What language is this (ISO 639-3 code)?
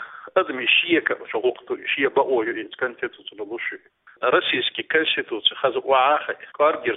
che